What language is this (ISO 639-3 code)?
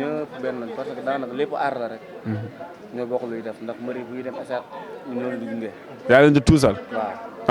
wol